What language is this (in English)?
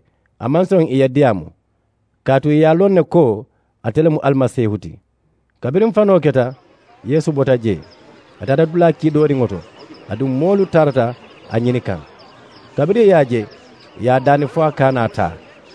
Mandingo